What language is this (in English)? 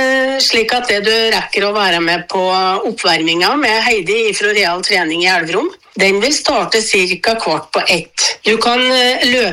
Norwegian